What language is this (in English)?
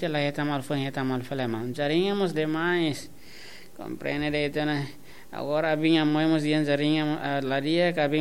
Tetum